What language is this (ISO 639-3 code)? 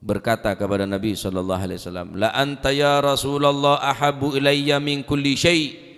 mad